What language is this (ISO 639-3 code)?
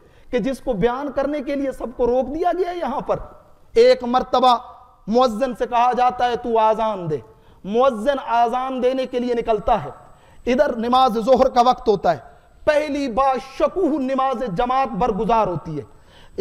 urd